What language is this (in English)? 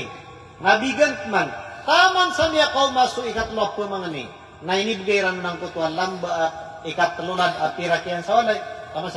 Maranao